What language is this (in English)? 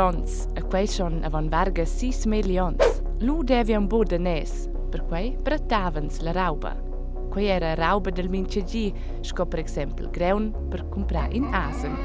Romansh